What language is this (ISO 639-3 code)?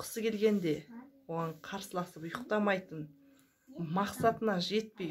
kaz